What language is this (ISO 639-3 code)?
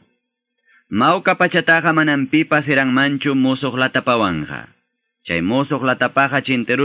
que